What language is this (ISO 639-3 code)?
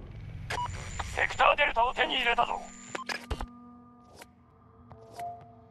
jpn